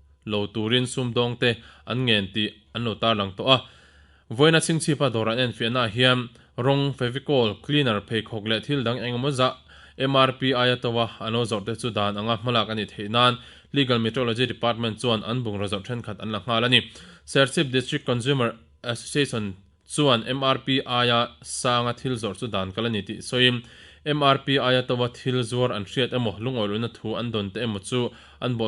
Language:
Mizo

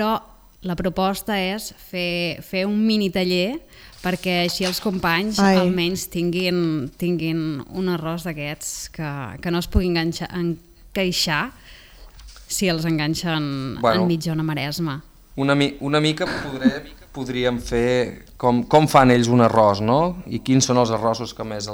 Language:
Catalan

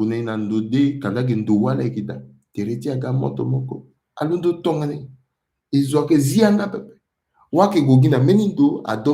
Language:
Sango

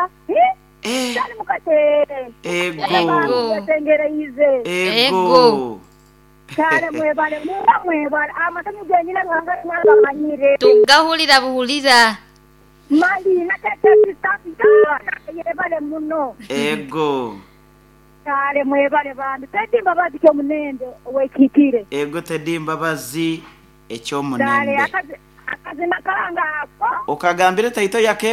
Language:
Nyoro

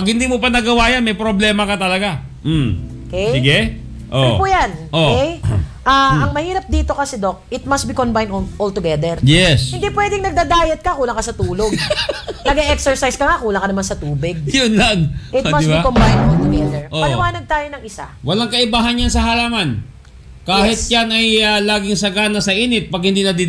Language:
Filipino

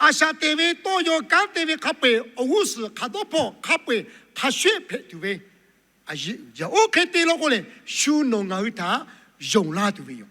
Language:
Lahu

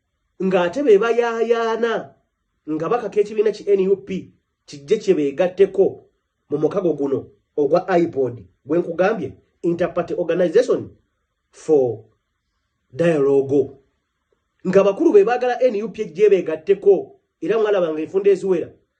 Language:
Ganda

